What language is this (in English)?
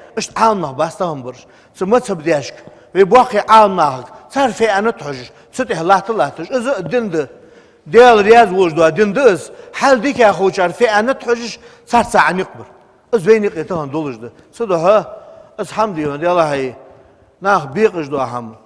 Ingush